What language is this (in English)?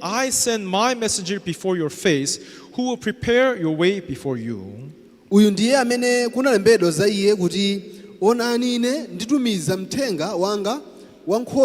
Nyanja